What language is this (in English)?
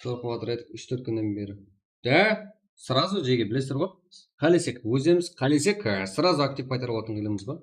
Kara-Kalpak